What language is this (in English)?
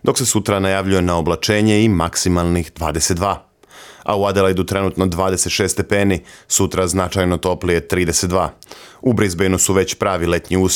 Serbian